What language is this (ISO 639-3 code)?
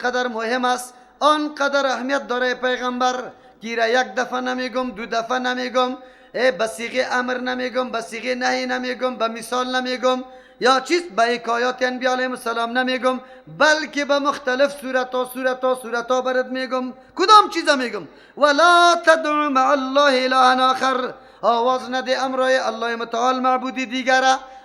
fas